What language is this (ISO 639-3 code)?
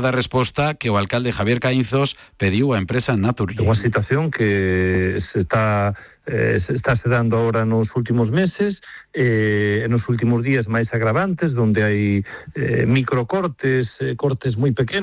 glg